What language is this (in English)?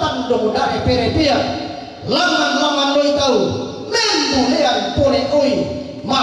Toraja-Sa'dan